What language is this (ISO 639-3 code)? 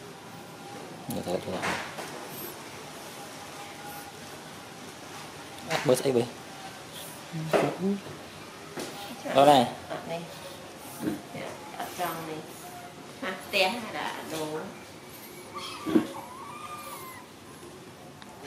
vie